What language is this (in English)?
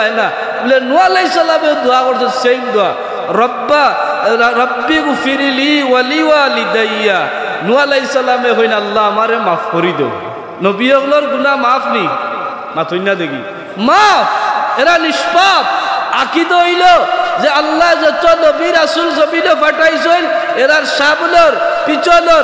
Sylheti